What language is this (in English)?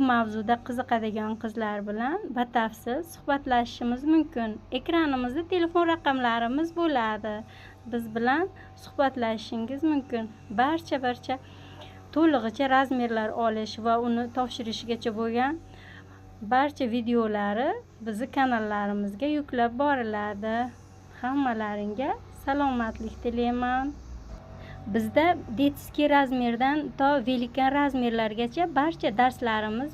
Uzbek